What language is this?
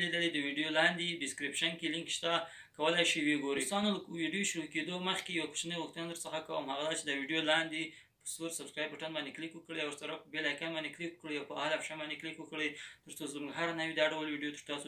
Pashto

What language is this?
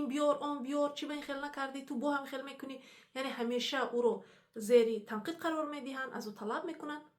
Tajik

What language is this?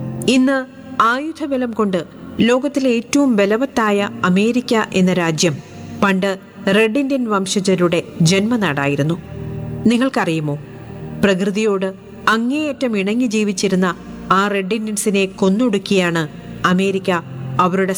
Malayalam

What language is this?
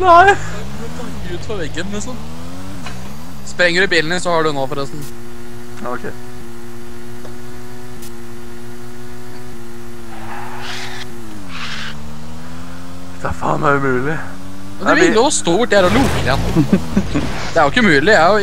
Norwegian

